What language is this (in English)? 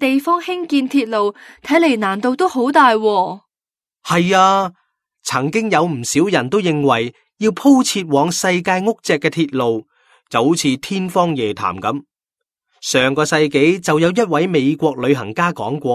Cantonese